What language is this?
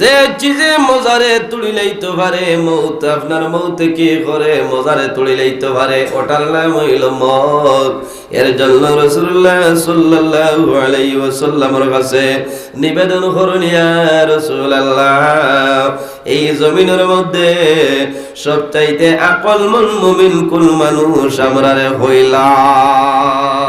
Sylheti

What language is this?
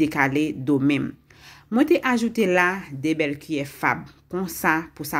Haitian Creole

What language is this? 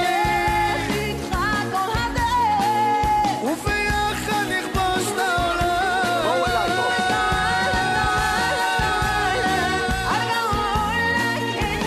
Hebrew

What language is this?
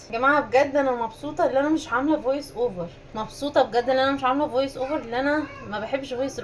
Egyptian Arabic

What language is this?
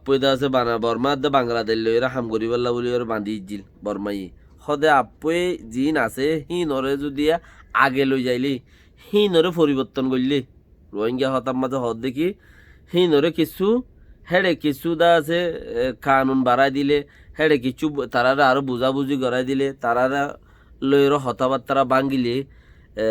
Rohingya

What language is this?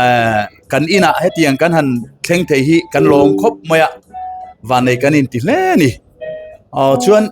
Mizo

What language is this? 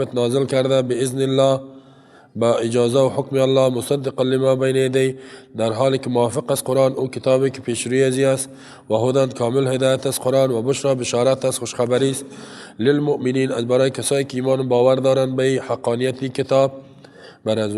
Persian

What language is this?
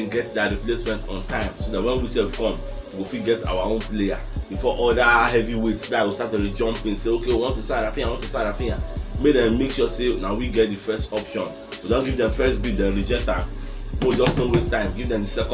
Nigerian Pidgin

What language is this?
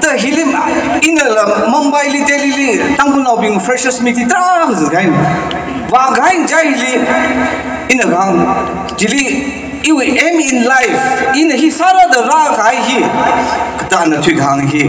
Tangkhul Naga (India)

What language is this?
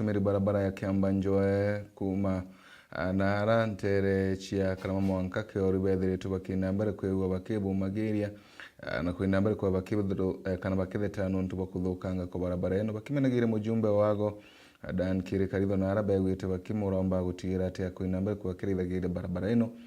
Meru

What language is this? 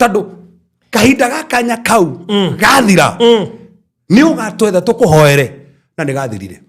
Kikuyu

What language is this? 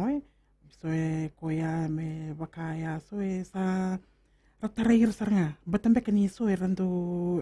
Fijian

